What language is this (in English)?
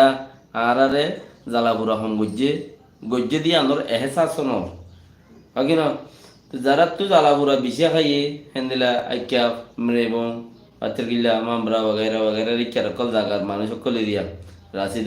Rohingya